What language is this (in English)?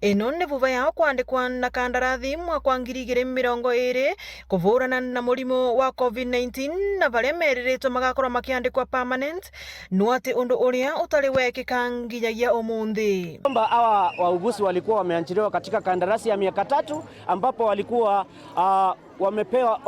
Meru